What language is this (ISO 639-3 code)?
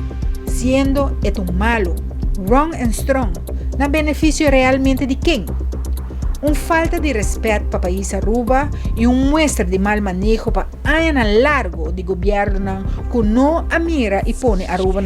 pap